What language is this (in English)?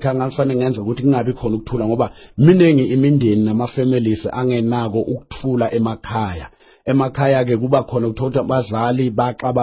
Zulu